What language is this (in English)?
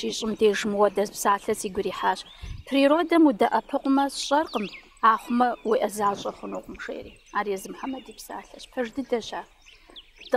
Kabardian